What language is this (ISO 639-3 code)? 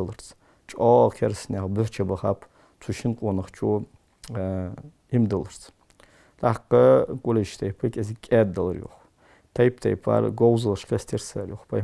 inh